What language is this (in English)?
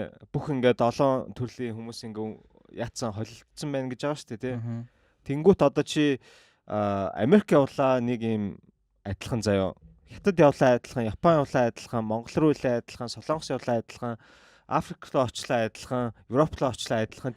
Mongolian